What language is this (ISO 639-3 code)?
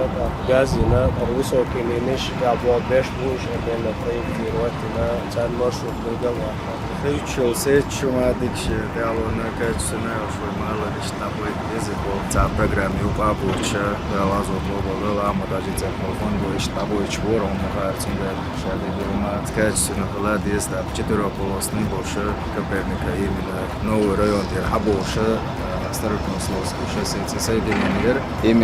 che